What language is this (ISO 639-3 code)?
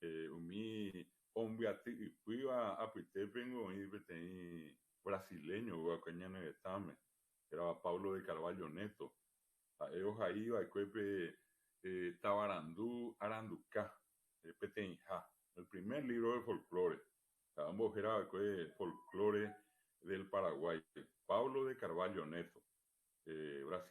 grn